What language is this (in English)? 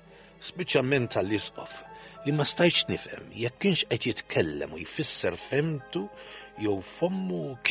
Maltese